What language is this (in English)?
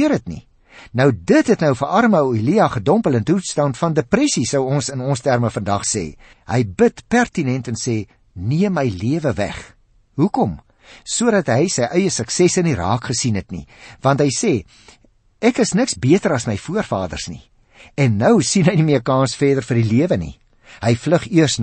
Afrikaans